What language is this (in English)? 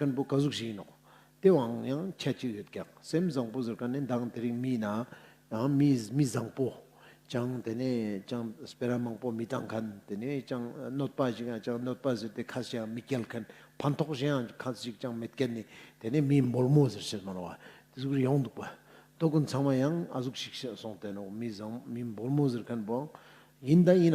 Ladakhi